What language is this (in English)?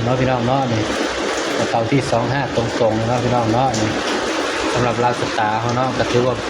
Northeastern Thai